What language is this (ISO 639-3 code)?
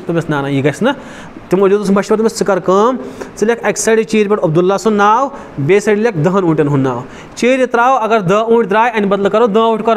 kas